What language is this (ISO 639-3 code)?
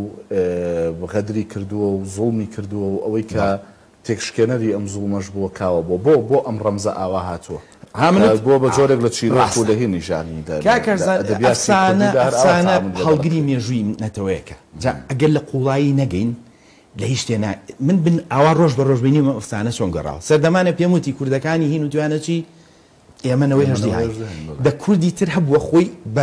ckb